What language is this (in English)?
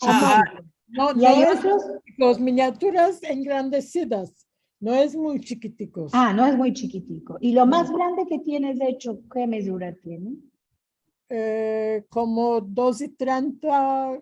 Ladino